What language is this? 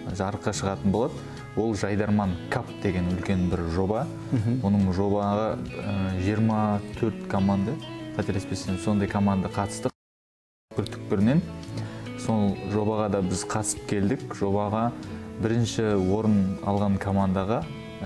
Kazakh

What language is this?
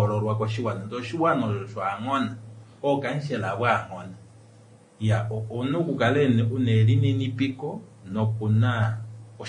Kuanyama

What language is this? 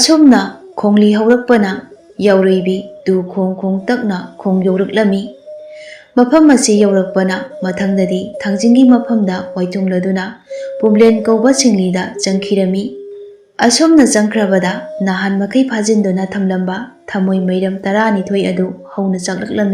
Manipuri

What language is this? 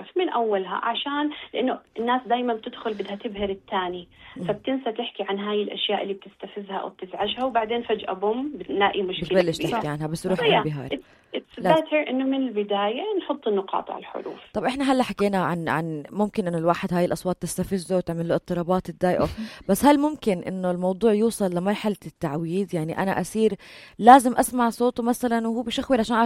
North Levantine Arabic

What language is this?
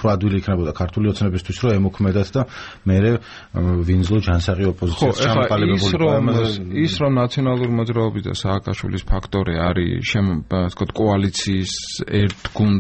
Georgian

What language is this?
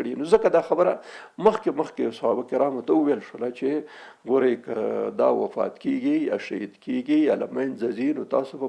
Pashto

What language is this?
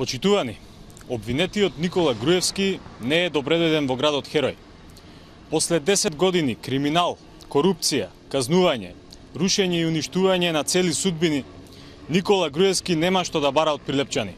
Macedonian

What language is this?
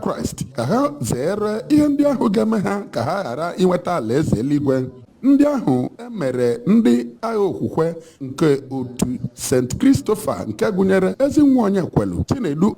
Igbo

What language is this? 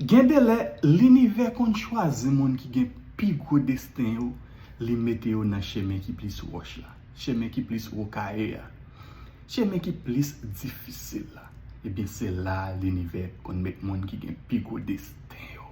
Haitian Creole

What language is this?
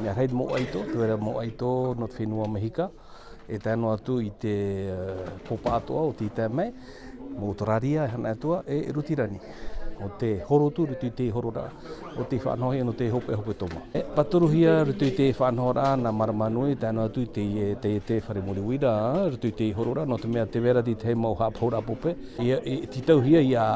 Tahitian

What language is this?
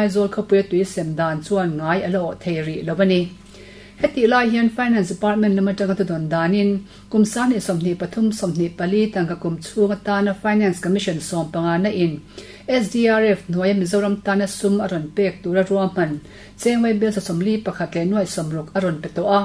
Mizo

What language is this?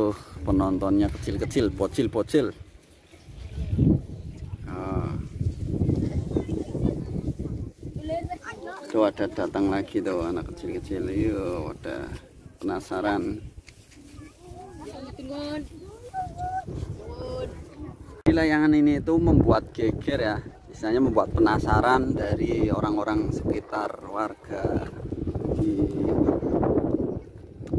Indonesian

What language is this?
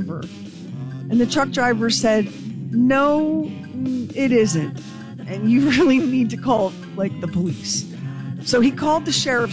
English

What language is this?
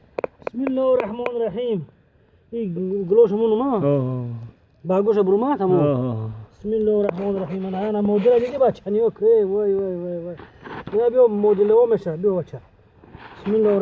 Tajik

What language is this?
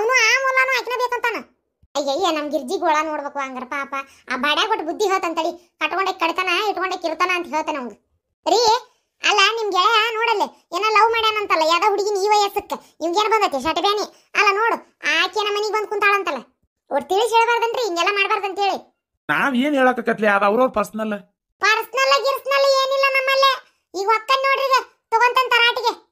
Kannada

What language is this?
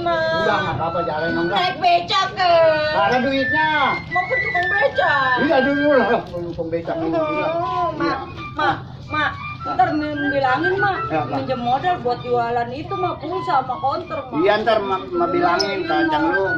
Betawi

